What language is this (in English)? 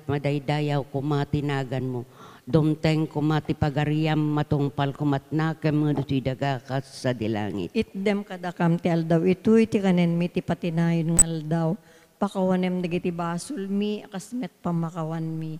Iloko